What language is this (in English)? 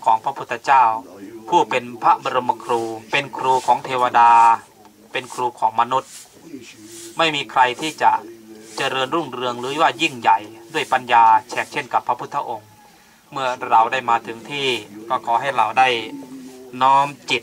Thai